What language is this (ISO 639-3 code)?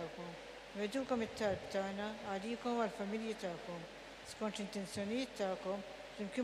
mlt